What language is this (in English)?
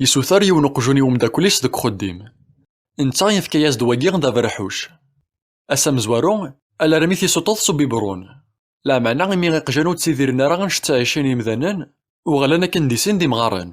Kabyle